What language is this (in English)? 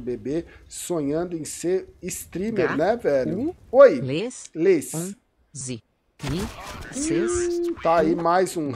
Portuguese